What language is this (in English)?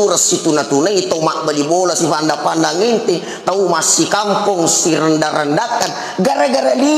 Buginese